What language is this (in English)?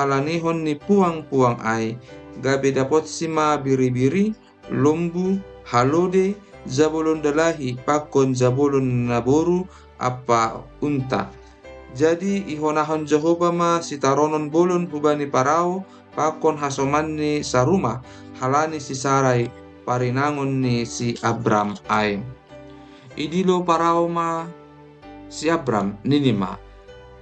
Batak Simalungun